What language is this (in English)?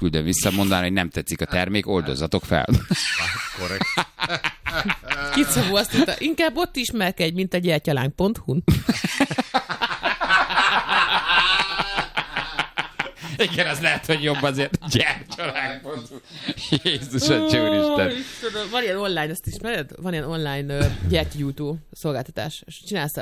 Hungarian